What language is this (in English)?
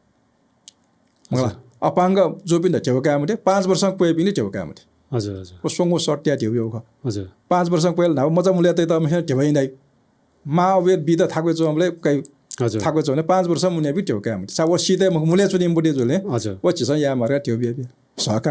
Newari